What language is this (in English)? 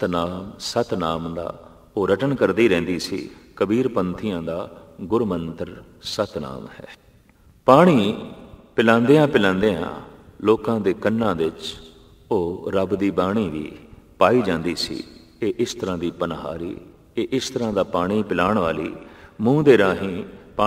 Punjabi